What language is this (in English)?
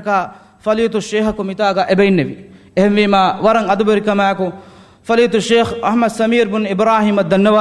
Divehi